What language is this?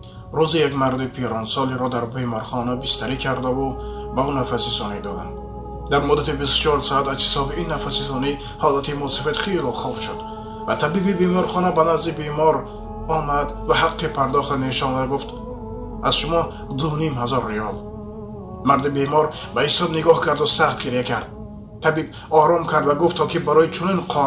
Tajik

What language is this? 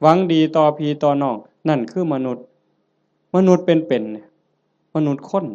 Northeastern Thai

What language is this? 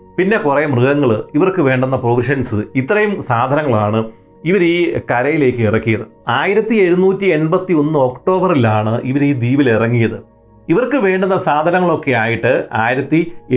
Malayalam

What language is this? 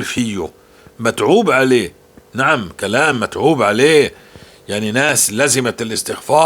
North Levantine Arabic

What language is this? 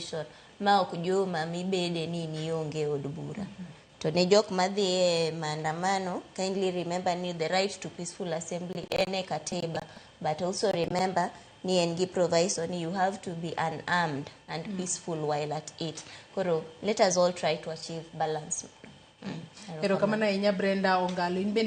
Luo (Kenya and Tanzania)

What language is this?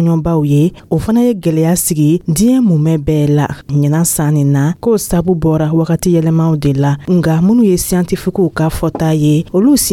Dyula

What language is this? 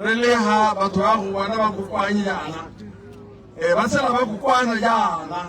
Tswana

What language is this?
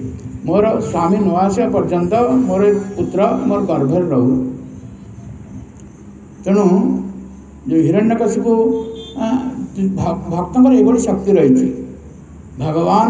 Odia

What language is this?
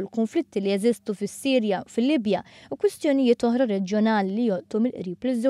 Maltese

